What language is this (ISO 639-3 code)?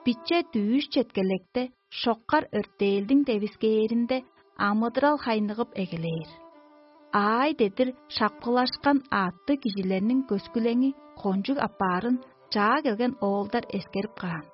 tyv